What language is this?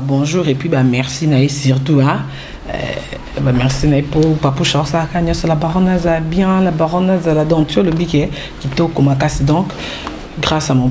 Lingala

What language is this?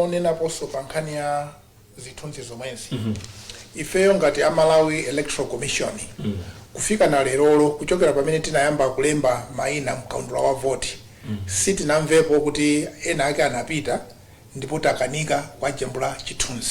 Nyanja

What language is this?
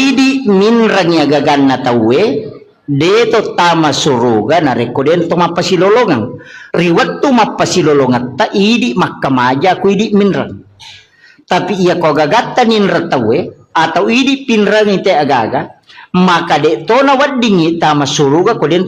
Buginese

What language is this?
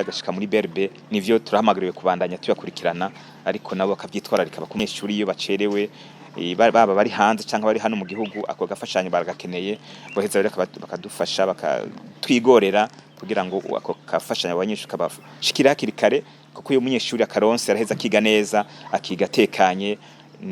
Rundi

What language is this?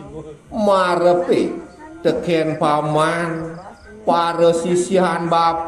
Balinese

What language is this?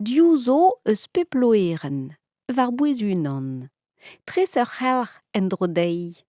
Breton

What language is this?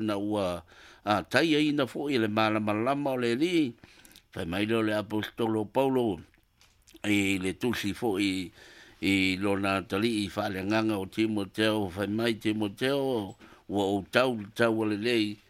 Samoan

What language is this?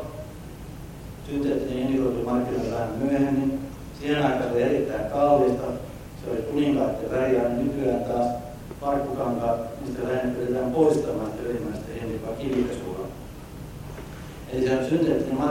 Finnish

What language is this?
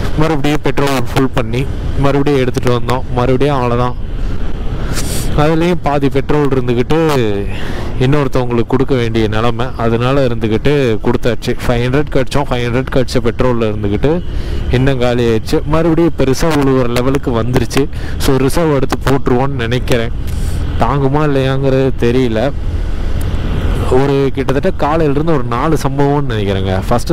Tamil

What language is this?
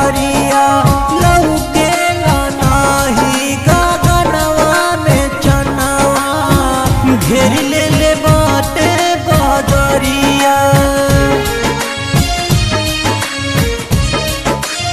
Bhojpuri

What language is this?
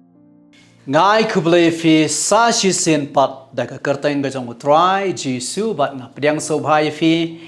Khasi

